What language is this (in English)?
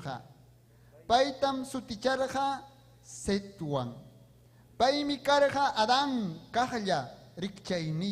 Ayacucho Quechua